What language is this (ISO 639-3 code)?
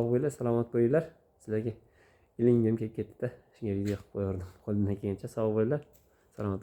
uzb